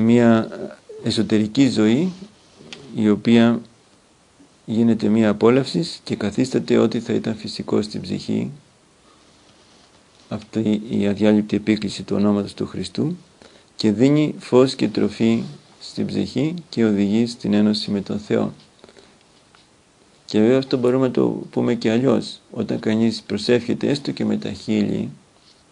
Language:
Greek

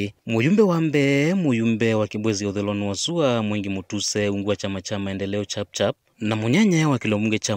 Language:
Kamba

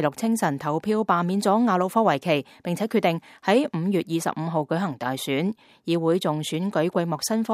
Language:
Cantonese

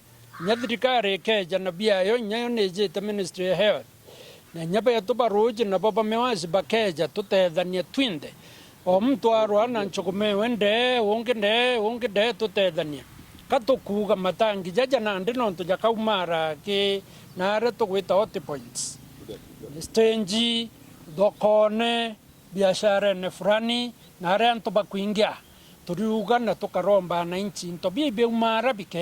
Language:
Meru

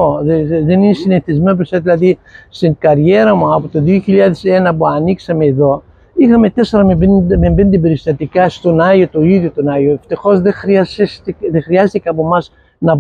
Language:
Greek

